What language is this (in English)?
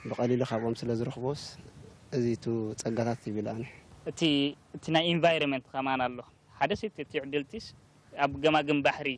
Tigrinya